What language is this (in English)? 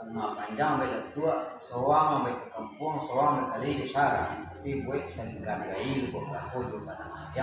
Minangkabau